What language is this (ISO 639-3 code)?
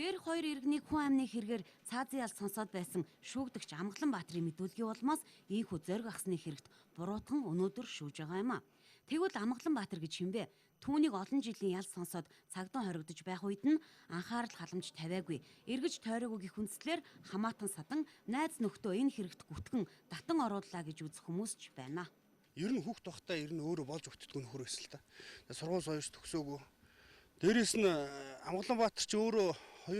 mon